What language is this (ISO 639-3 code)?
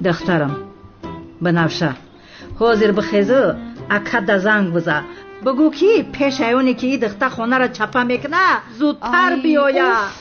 tgk